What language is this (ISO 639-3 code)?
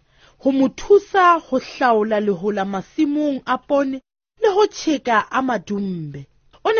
sot